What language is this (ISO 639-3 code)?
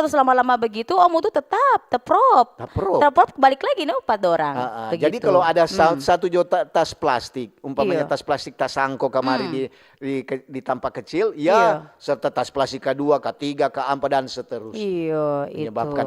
xmm